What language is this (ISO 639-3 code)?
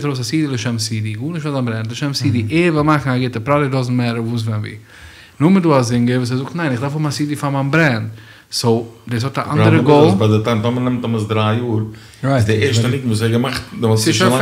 yid